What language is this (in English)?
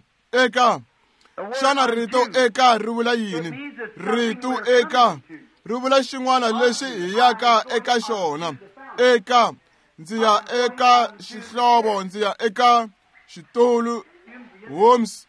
Tsonga